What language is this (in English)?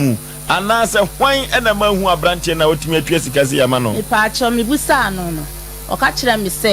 Akan